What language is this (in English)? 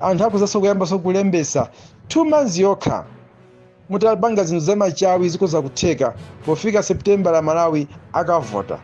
Nyanja